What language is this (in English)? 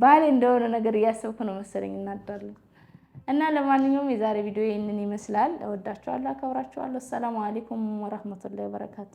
Amharic